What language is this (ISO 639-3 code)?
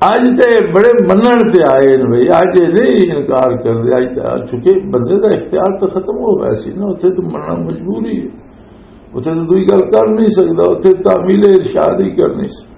lah